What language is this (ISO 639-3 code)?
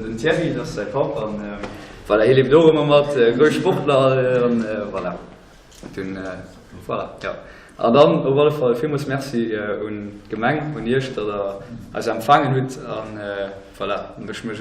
ltz